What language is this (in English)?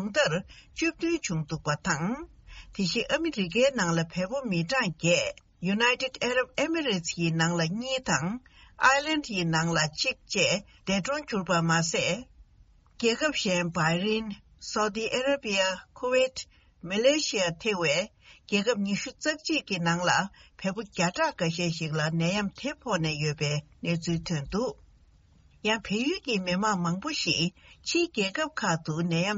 Tibetan